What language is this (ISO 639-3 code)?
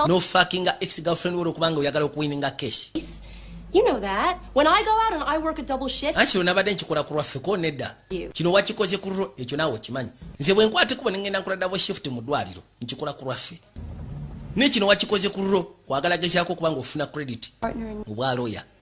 lug